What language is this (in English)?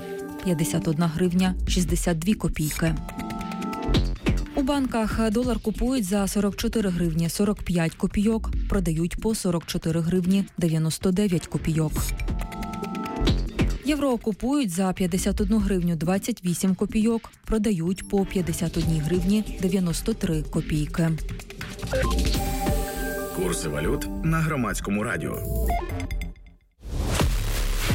Ukrainian